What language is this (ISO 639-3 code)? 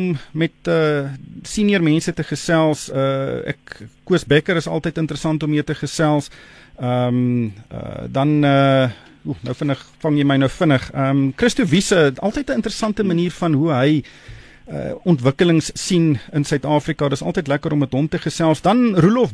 afr